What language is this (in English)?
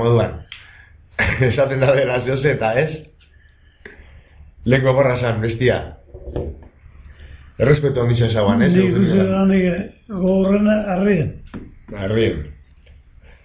Basque